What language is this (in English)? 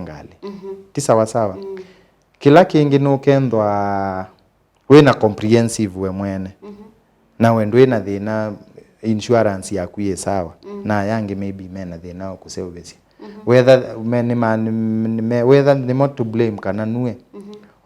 Kamba